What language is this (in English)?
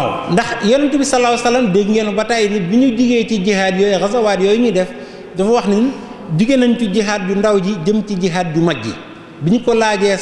Wolof